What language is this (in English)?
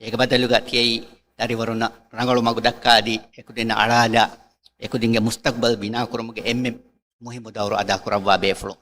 Divehi